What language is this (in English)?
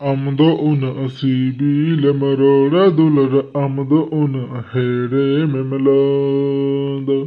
Santali